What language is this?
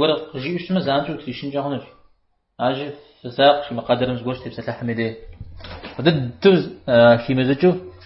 Kabardian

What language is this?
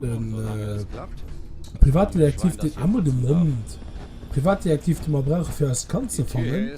Luxembourgish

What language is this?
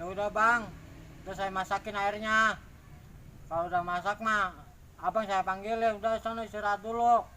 Betawi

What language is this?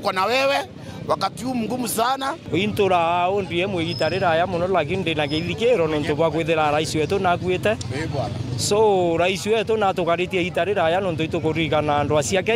Meru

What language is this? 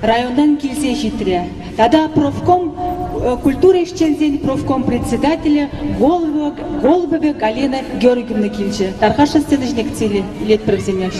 Chuvash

